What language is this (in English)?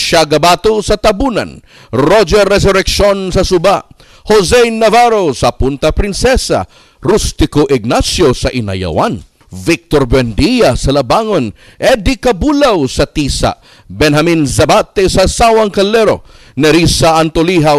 Cebuano